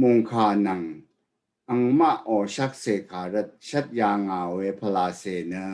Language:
Rawang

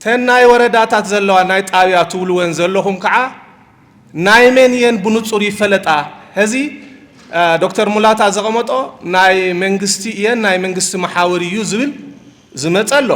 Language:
Tigrinya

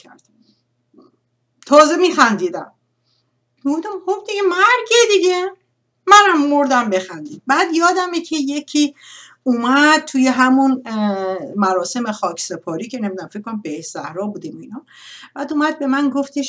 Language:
Persian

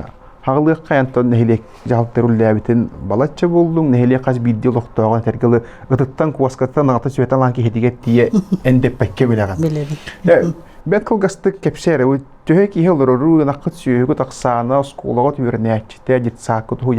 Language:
Yakut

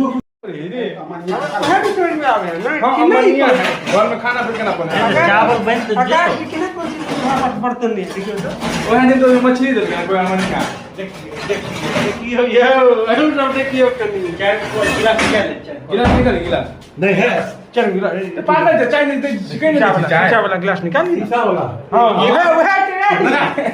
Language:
Maithili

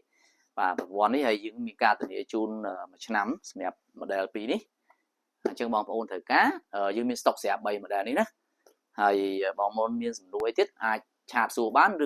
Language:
Khmer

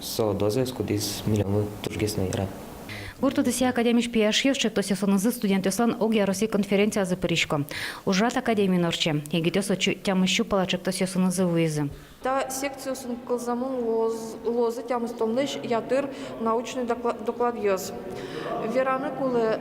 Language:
Udmurt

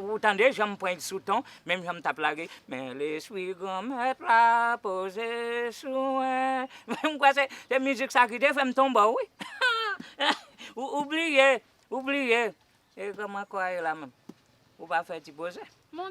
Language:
Haitian Creole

